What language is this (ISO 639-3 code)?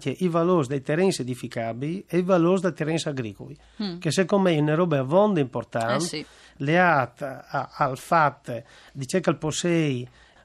fur